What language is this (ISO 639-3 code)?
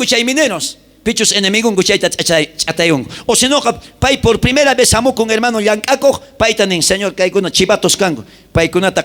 quh